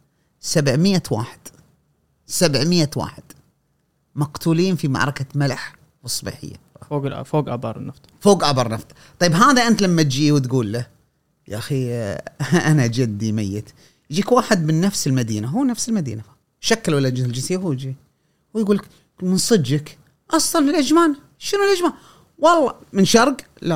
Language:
Gulf Arabic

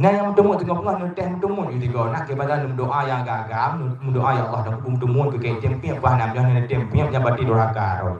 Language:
Achinese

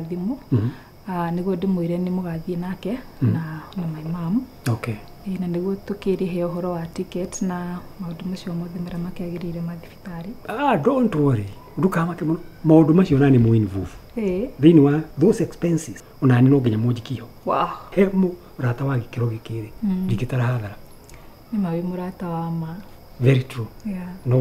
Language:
Kikuyu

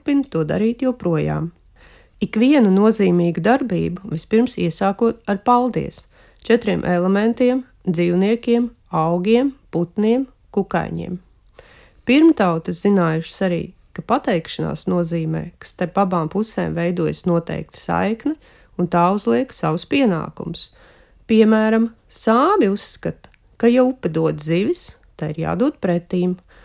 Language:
Latvian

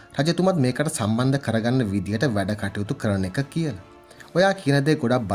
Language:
Sinhala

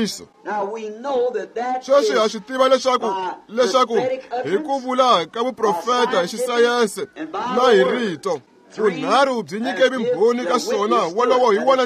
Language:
Tsonga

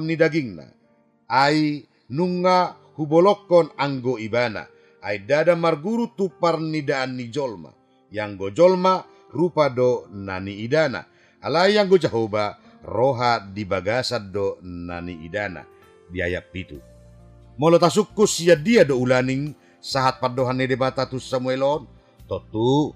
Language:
Batak Toba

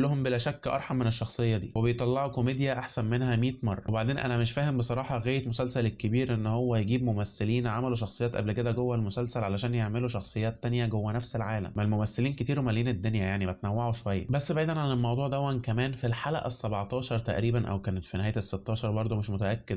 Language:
Egyptian Arabic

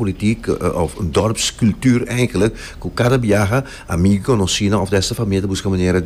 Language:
Papiamento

